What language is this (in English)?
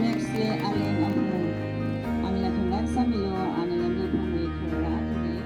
Tangkhul Naga (India)